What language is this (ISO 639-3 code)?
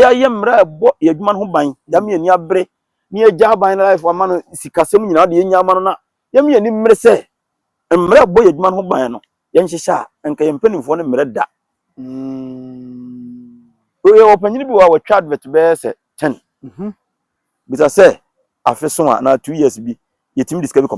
aka